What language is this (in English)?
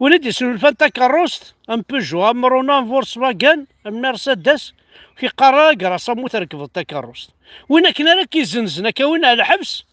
Kabyle